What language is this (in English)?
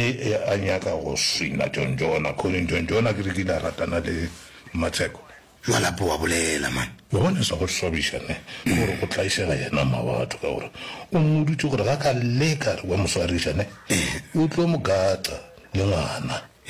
Northern Sotho